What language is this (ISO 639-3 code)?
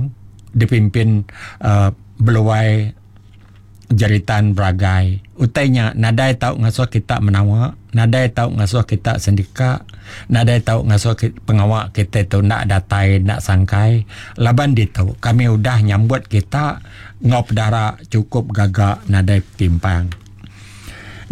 iba